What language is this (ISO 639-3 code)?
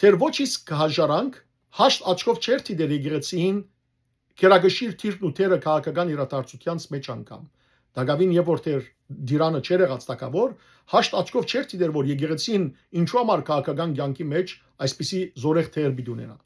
hyw